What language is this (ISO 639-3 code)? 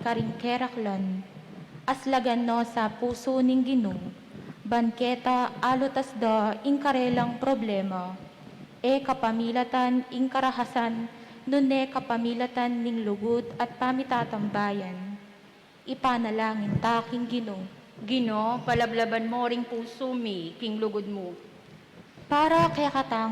pam